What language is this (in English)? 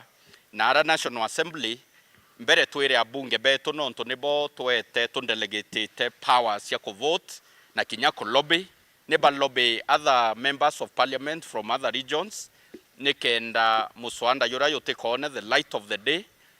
Meru